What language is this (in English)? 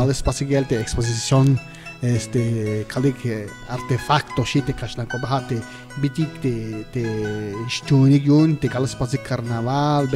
Tzeltal